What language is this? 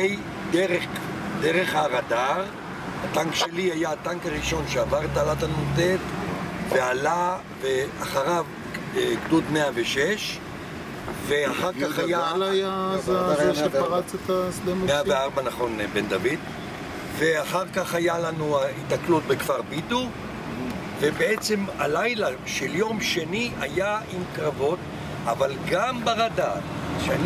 Hebrew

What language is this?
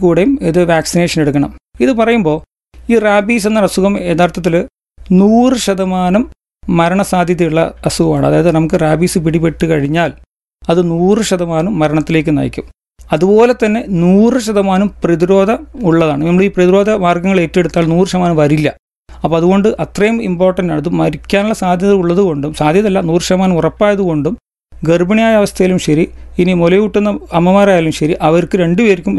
Malayalam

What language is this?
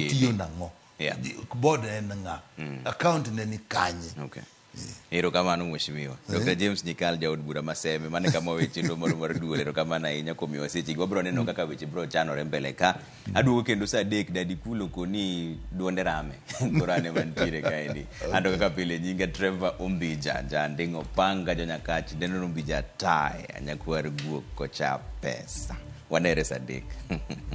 Luo (Kenya and Tanzania)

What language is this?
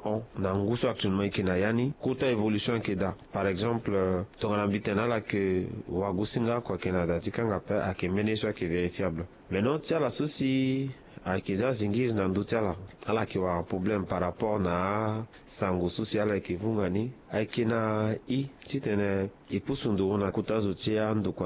Sango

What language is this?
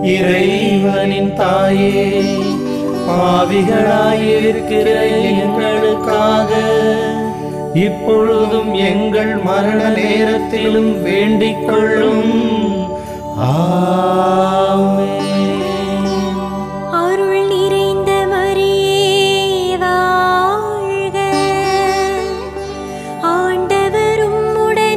Tamil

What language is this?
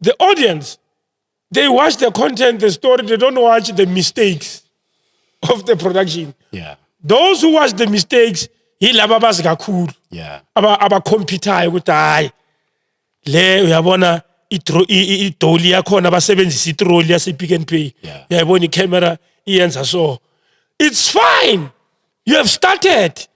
Zulu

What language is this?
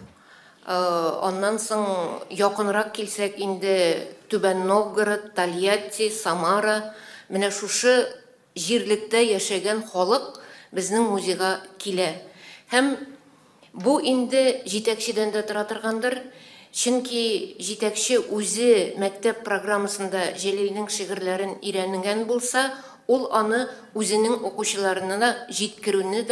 Tatar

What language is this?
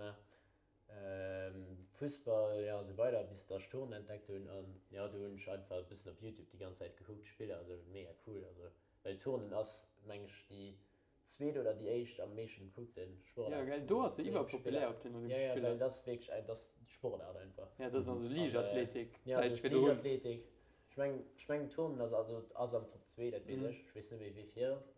Luxembourgish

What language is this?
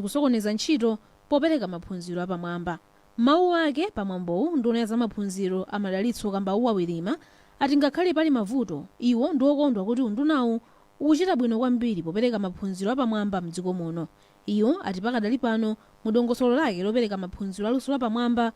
Nyanja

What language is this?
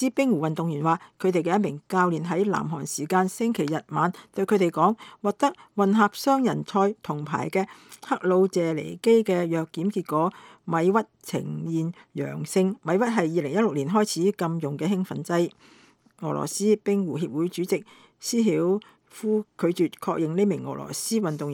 Cantonese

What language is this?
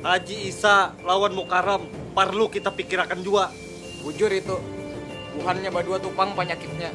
Banjar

